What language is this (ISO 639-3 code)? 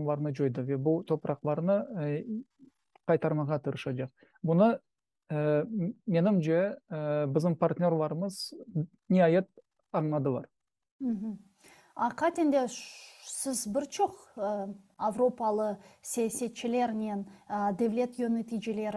crh